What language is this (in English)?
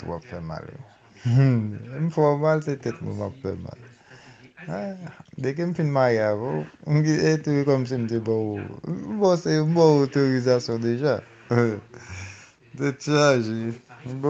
Haitian Creole